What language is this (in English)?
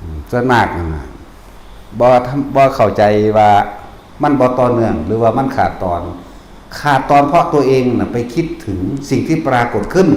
Northeastern Thai